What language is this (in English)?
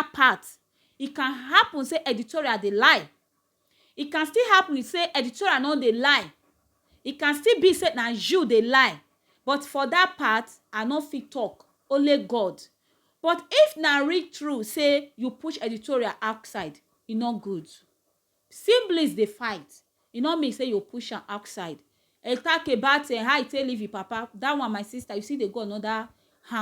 Nigerian Pidgin